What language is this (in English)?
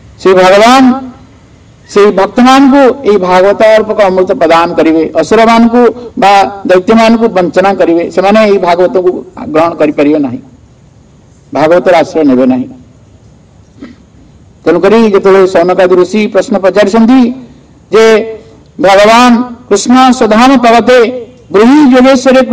Odia